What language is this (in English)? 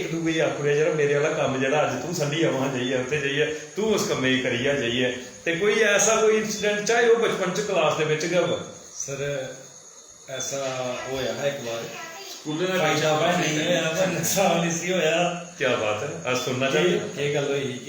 Dogri